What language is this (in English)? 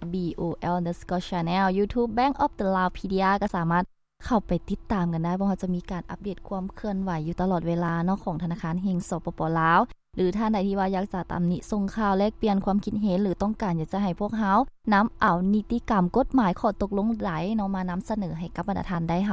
Lao